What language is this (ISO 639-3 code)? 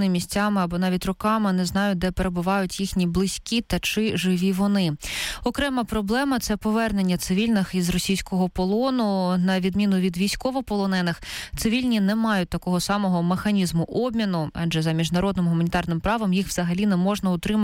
ukr